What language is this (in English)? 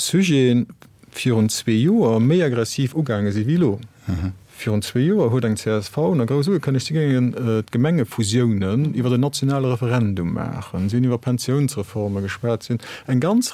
Luxembourgish